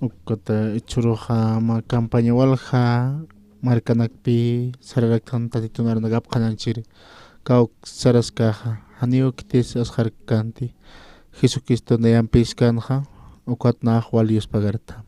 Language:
Aymara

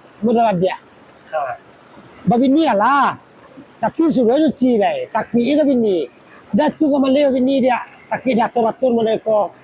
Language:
Minangkabau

